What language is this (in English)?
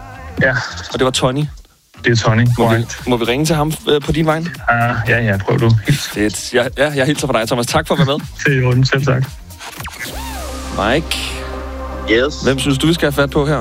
Danish